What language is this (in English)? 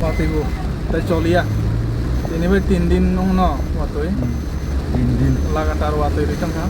Kok Borok